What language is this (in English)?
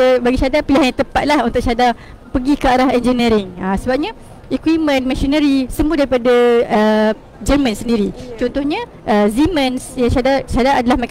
Malay